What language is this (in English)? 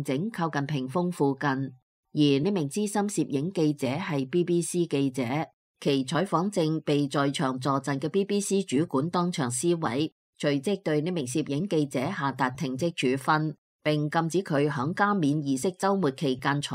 Cantonese